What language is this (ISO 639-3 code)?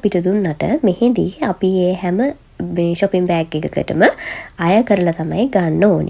sin